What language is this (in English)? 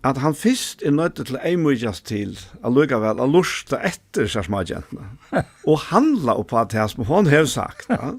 Faroese